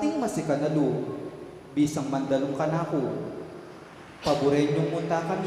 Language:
Pampanga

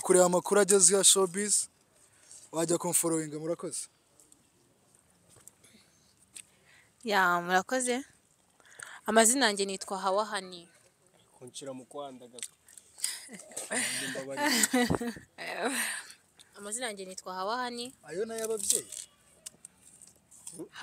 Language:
Kinyarwanda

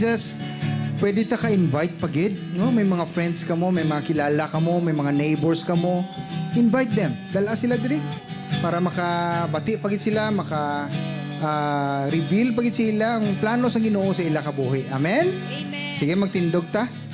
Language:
Hiligaynon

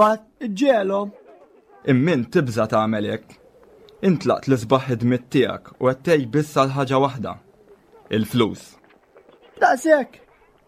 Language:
Maltese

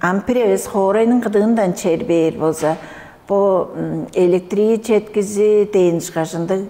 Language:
Tuvinian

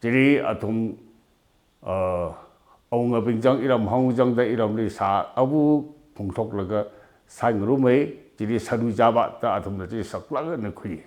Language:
Tangkhul Naga (India)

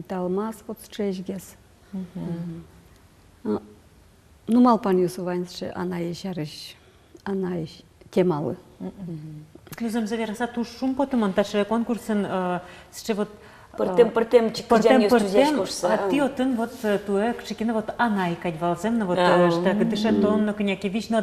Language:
Udmurt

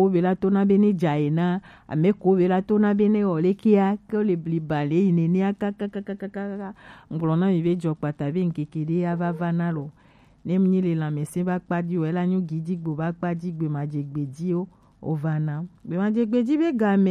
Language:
Gen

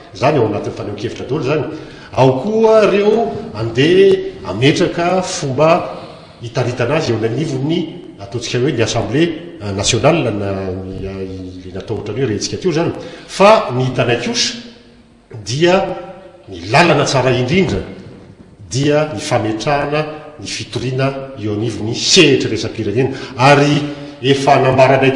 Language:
Malagasy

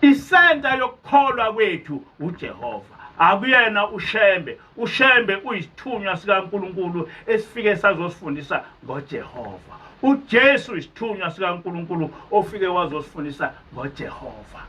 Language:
Zulu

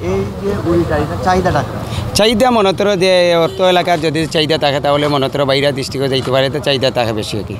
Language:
Sylheti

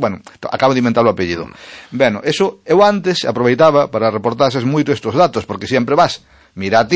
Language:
Galician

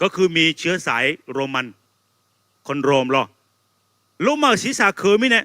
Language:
Akha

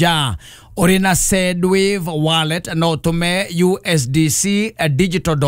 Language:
Kikuyu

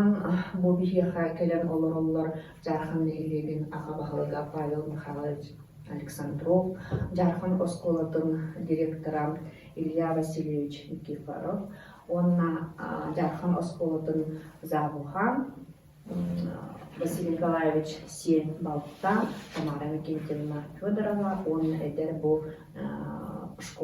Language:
Yakut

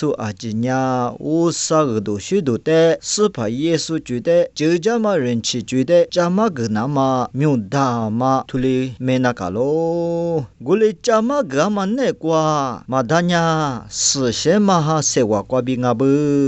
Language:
Lisu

